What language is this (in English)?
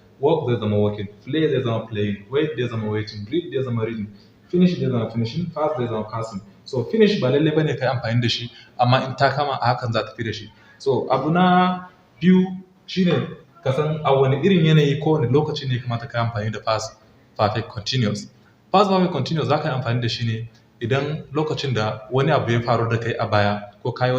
Hausa